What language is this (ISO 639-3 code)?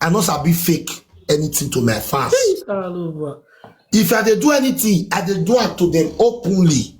pcm